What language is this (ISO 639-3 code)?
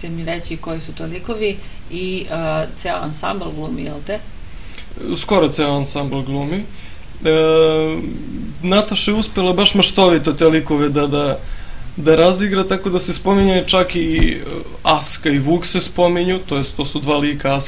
srp